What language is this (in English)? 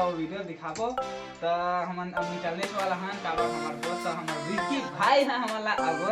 Chhattisgarhi